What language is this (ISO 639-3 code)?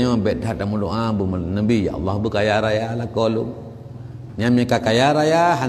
ace